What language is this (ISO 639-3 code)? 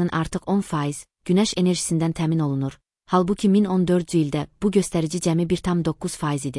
aze